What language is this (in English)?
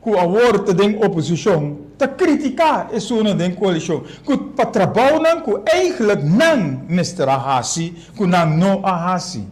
Papiamento